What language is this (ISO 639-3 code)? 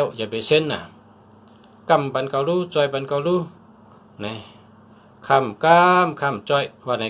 shn